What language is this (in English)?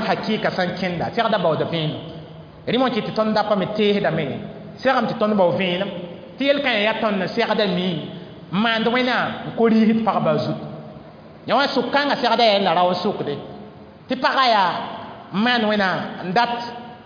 Mossi